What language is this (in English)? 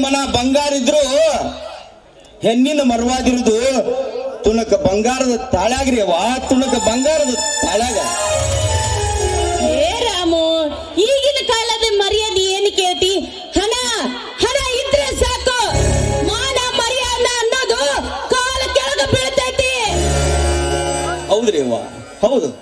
Kannada